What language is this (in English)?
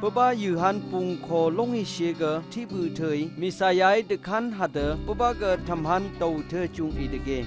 Phom Naga